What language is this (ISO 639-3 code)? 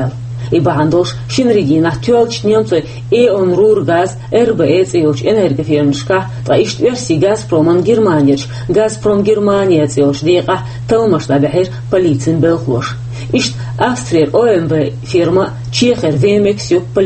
che